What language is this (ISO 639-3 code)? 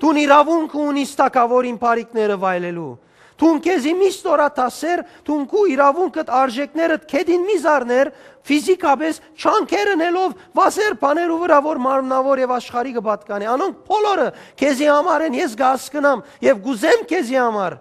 hyw